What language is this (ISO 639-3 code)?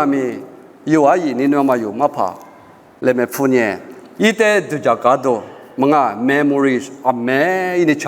lis